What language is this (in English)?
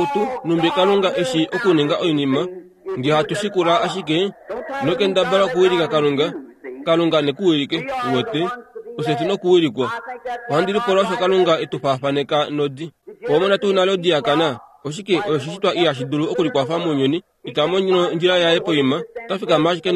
Kuanyama